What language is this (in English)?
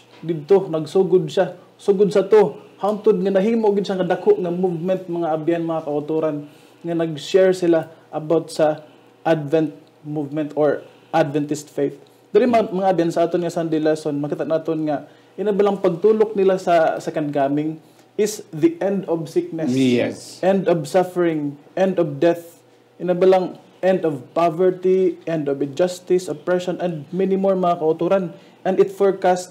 Hiligaynon